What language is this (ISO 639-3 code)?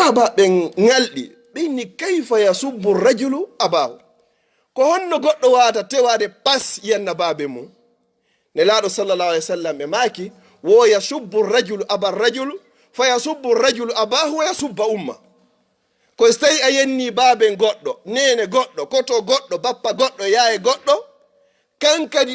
ful